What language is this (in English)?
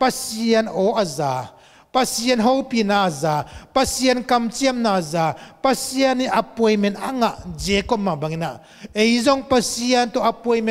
Tedim Chin